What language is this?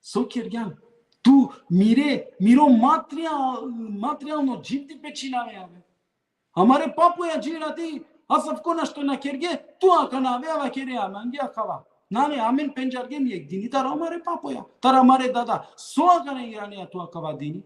Balkan Romani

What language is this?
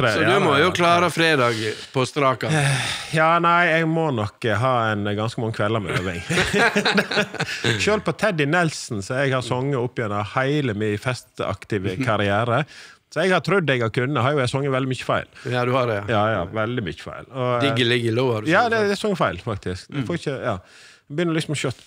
Norwegian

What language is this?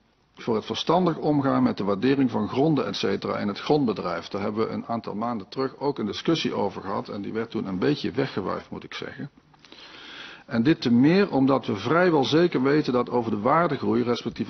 Dutch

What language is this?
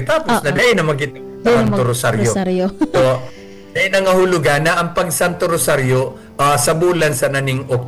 Bikol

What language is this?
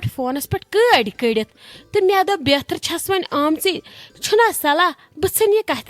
Kashmiri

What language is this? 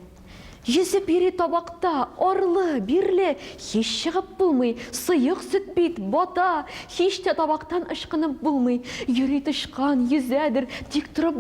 Tatar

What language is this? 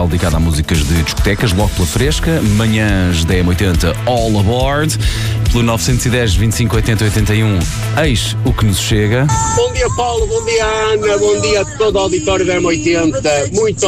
Portuguese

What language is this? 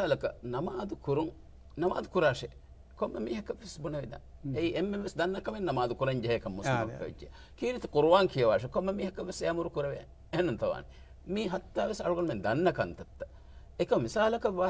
Divehi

